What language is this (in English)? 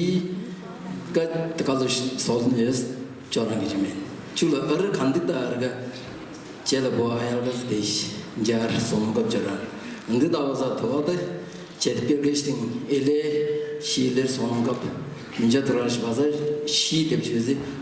Tuvinian